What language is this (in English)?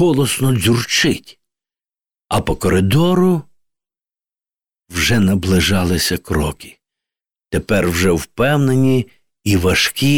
Ukrainian